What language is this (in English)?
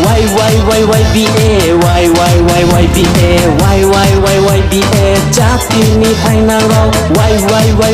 Riang (India)